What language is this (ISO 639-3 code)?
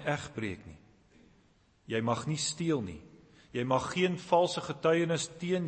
afr